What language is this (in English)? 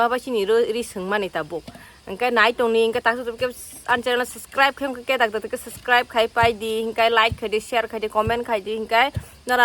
Kok Borok